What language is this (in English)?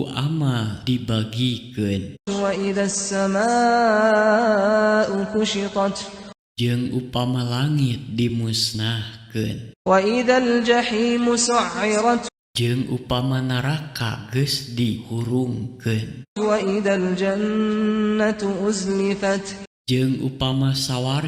Sundanese